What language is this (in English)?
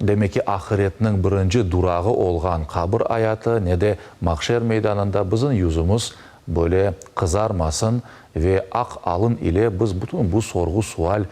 Crimean Tatar